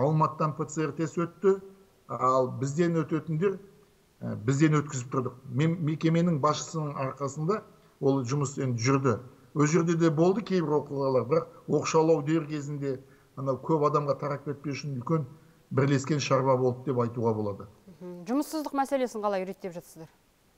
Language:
Kazakh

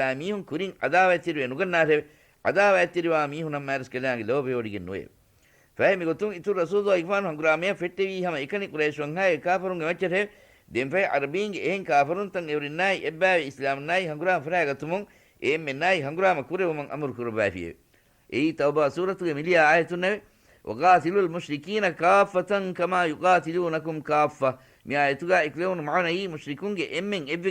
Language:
Divehi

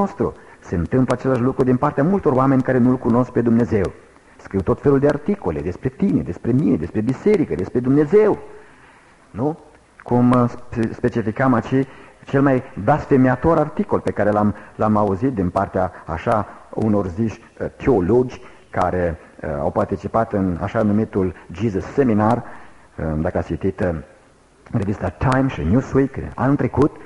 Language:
Romanian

